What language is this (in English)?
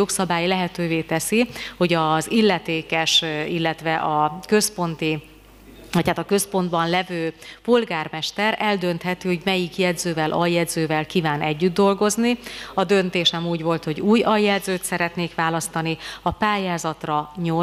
Hungarian